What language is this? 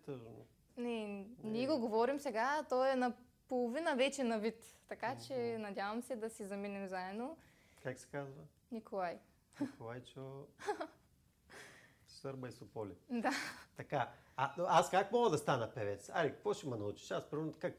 Bulgarian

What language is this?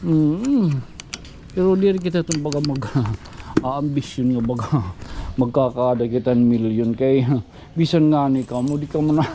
Waray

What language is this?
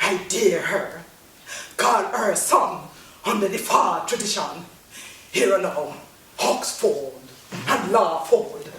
Jamaican Creole English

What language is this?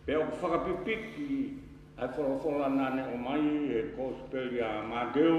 Tongan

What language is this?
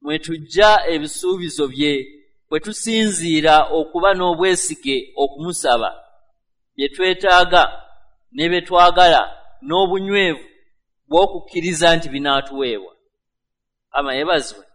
Ganda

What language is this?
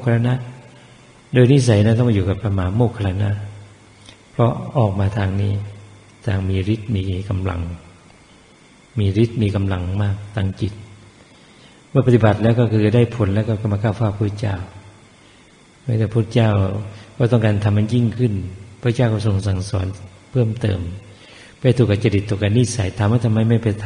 Thai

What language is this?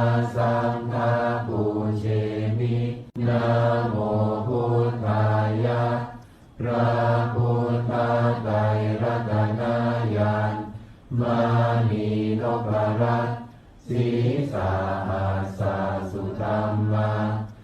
Pali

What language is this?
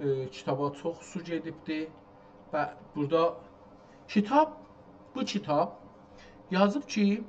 South Azerbaijani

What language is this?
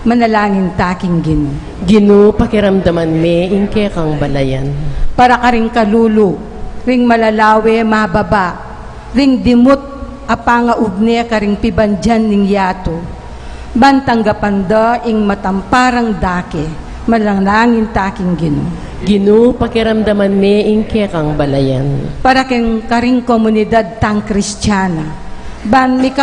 Pampanga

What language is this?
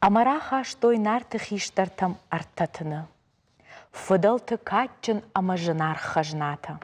Ossetic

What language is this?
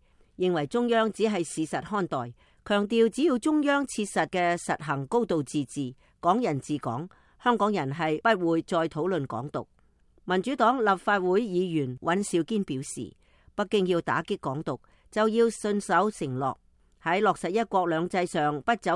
Cantonese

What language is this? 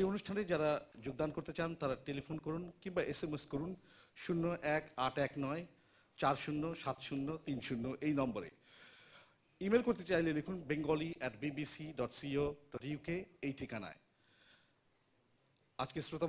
Bangla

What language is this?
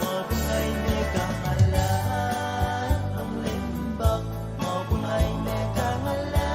Pohnpeian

